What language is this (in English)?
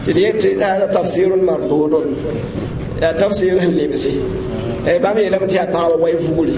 Mossi